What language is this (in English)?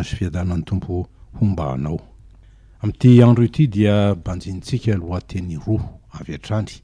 Malagasy